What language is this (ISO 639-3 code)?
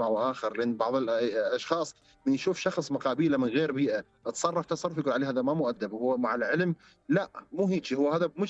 acm